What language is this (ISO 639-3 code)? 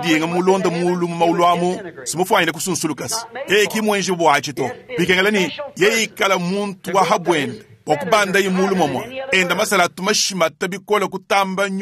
lua